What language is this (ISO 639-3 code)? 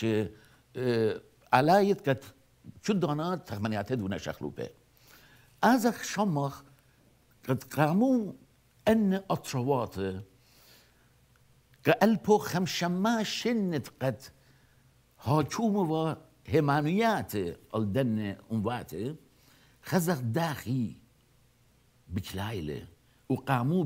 aii